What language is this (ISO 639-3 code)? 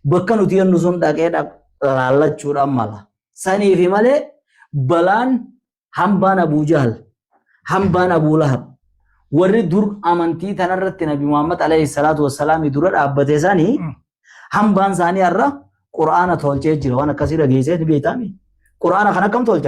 orm